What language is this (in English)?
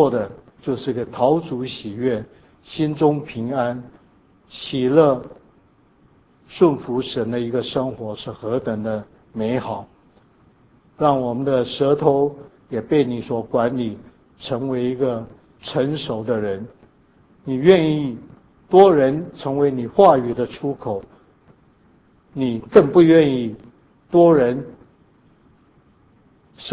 Chinese